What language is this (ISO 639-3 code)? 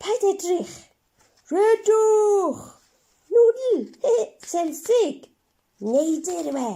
cym